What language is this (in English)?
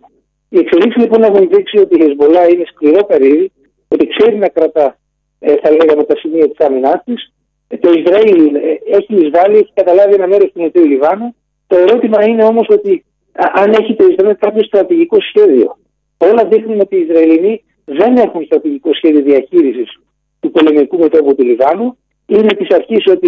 Greek